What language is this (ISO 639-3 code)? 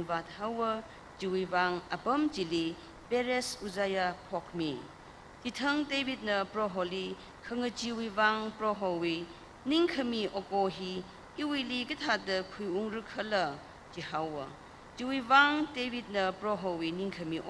nmf